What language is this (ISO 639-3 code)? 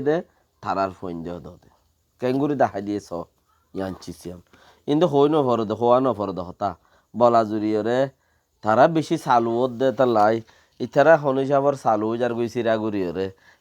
rhg